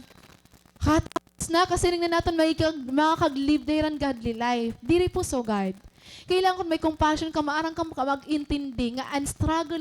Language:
Waray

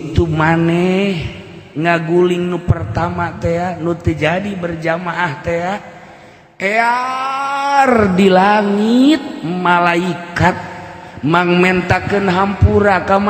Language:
Sundanese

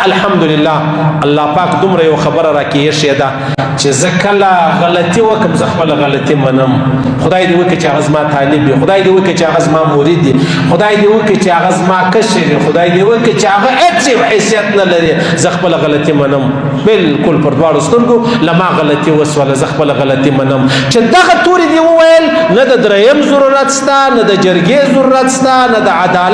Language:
Pashto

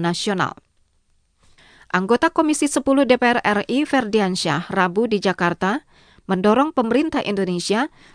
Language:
Indonesian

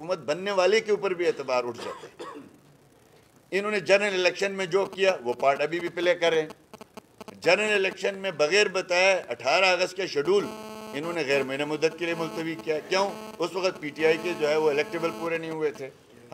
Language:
Urdu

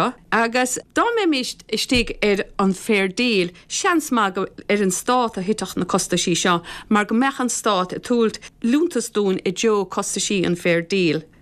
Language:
Irish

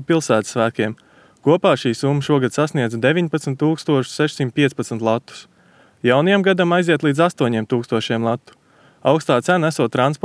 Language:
Latvian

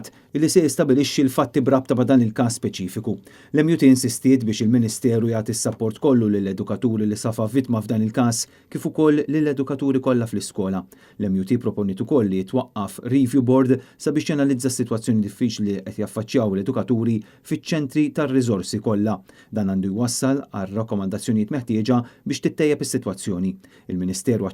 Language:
Maltese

